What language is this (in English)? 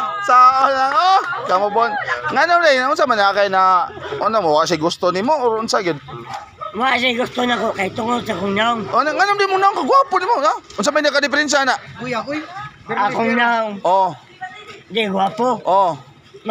Cebuano